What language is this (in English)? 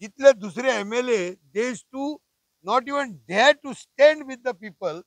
Konkani